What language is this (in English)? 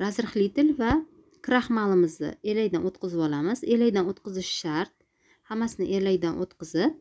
Uzbek